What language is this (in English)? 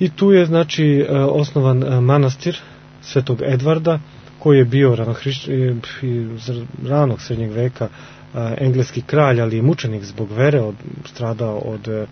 Serbian